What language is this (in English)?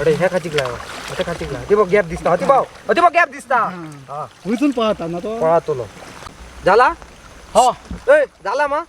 Konkani